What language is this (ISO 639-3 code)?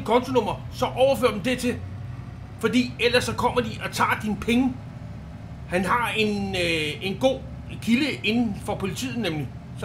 dan